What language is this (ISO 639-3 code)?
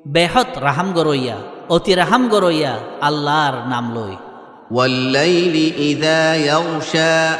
rhg